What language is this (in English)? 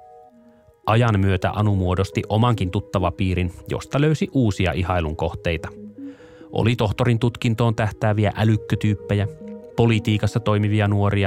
Finnish